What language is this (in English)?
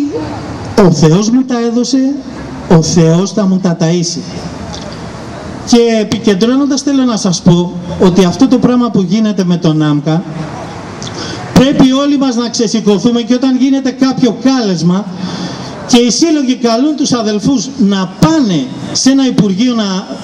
Greek